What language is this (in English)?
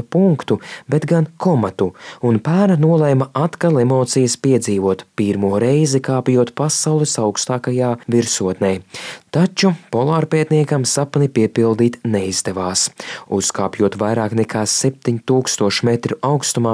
Latvian